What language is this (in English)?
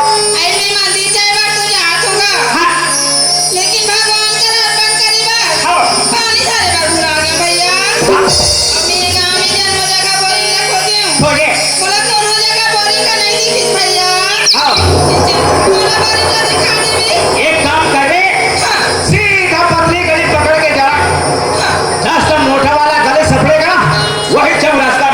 Chhattisgarhi